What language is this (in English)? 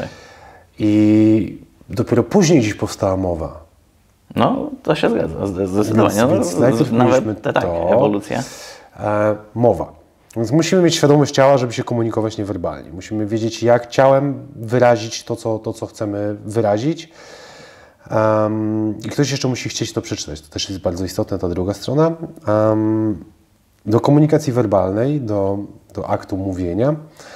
Polish